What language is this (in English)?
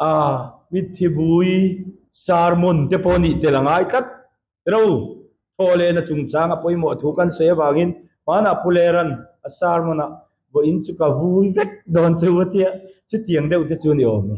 Mizo